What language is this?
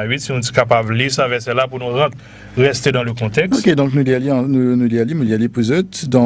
Morisyen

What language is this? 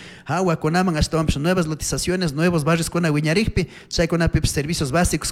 Chimborazo Highland Quichua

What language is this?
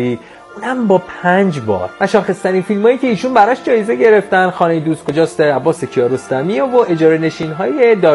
Persian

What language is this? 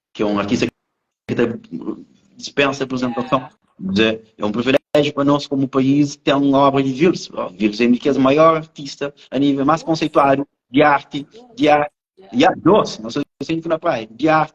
Kabuverdianu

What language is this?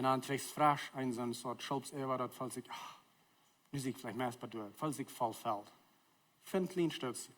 Plautdietsch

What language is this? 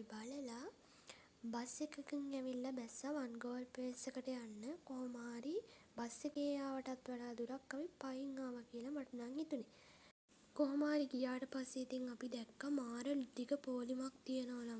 Sinhala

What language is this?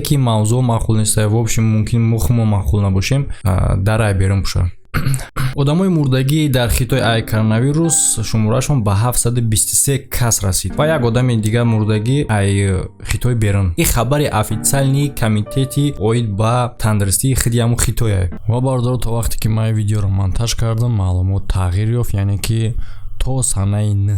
Tajik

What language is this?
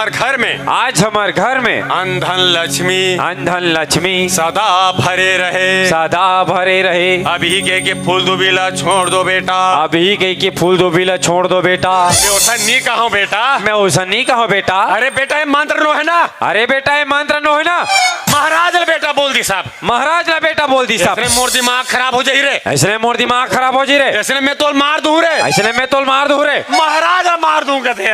Chhattisgarhi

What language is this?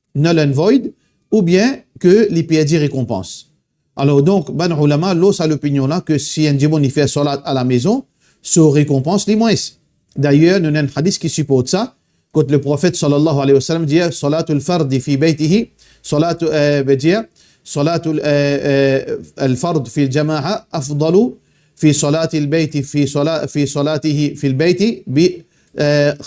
Morisyen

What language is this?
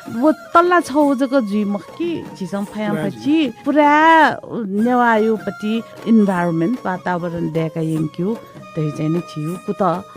Newari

